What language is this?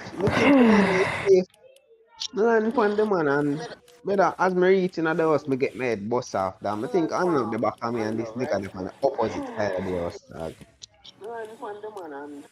Jamaican Creole English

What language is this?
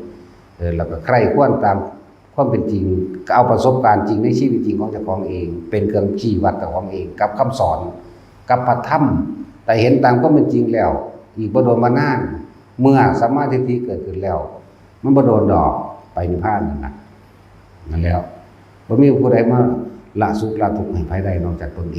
Northeastern Thai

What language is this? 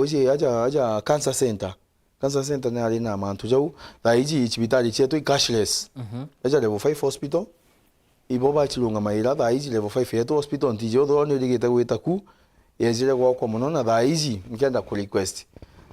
Meru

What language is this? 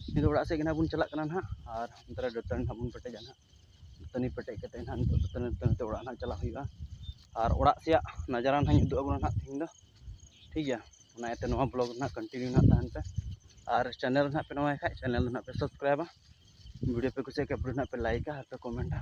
Santali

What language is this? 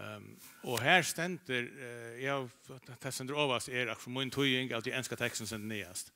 Faroese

